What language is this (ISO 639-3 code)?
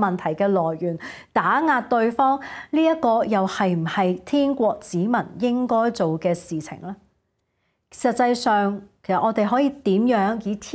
yue